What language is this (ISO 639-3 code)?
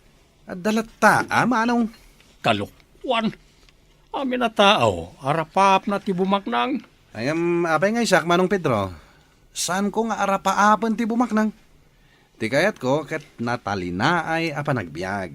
ilo